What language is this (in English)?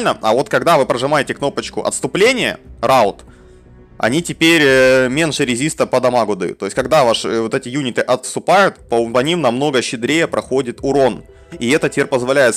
Russian